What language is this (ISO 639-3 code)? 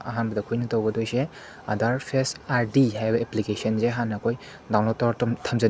mni